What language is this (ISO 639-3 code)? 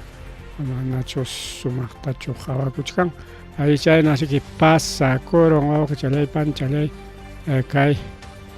quy